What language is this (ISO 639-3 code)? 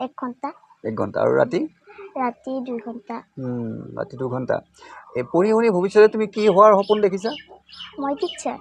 asm